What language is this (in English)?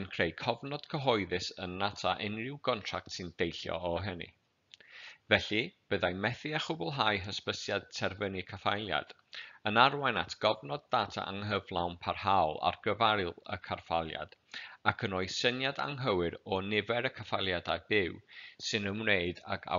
Welsh